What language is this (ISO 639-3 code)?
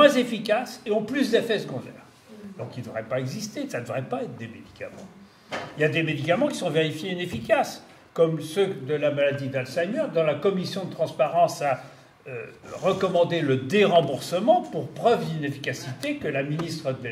fra